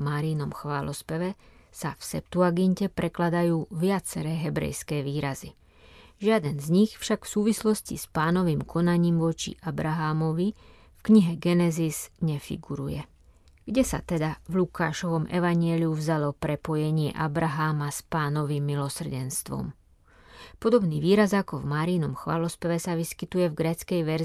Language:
Slovak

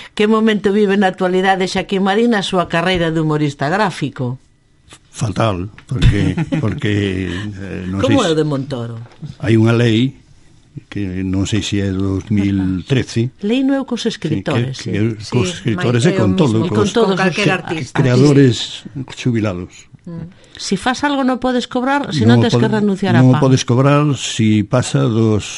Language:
Galician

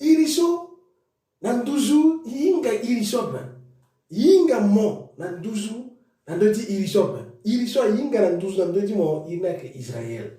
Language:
Sango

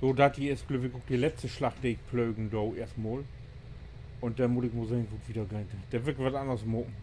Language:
Low German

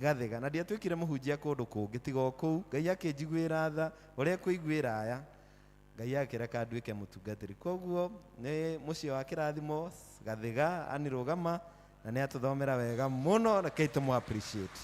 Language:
Kikuyu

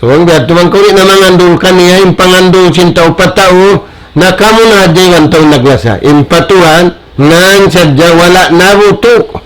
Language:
Tausug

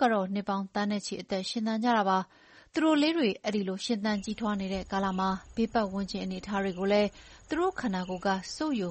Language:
Burmese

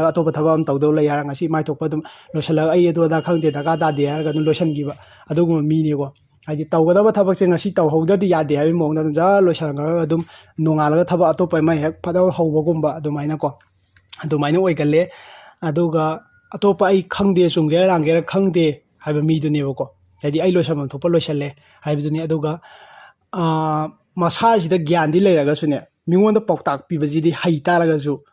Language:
Manipuri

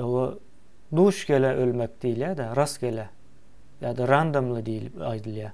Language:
Turkmen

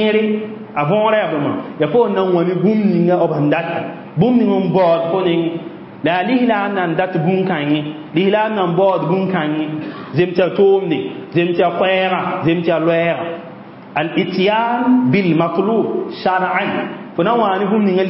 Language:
Mossi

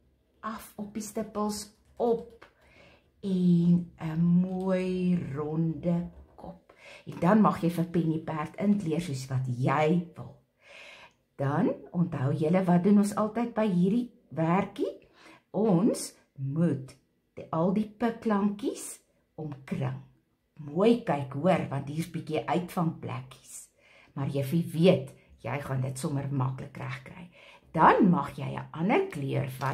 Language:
Afrikaans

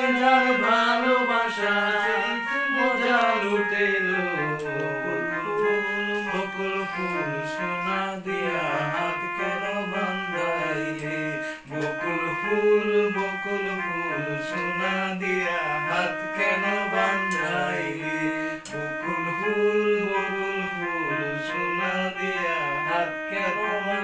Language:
Bangla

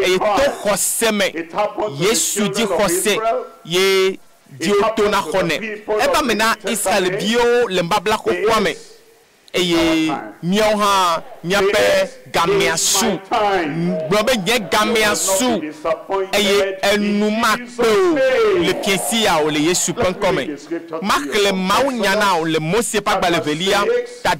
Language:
Ewe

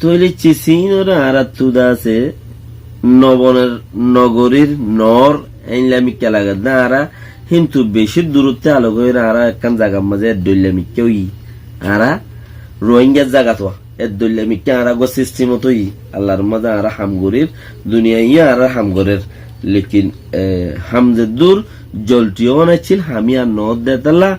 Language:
Rohingya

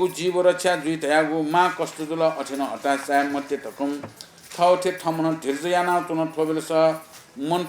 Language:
Newari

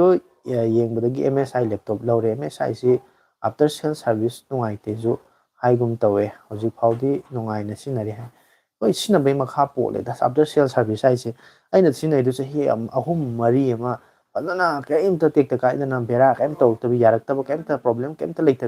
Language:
Manipuri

